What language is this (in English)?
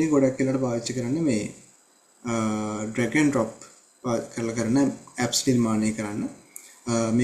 Sinhala